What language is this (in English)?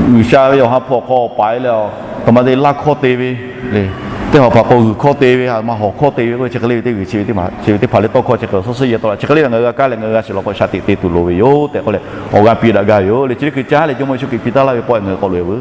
Lahu